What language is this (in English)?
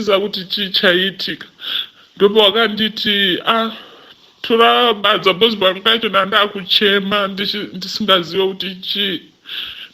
Shona